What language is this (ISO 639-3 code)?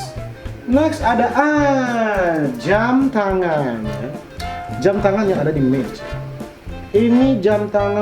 xmm